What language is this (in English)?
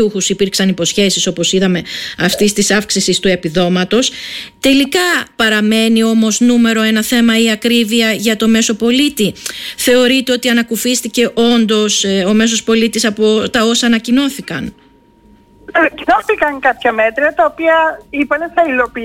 Greek